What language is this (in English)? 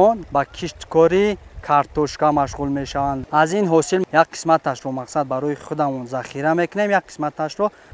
Tajik